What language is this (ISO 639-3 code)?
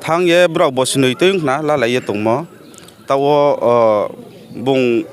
ria